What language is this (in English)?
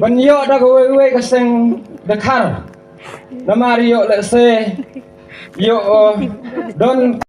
Khasi